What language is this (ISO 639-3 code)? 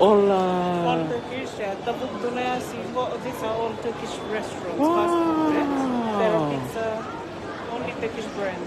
fij